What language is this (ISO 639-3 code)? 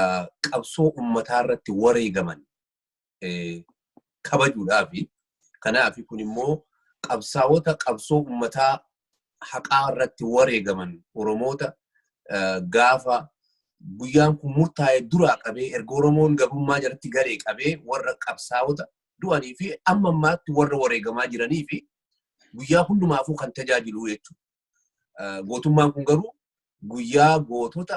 orm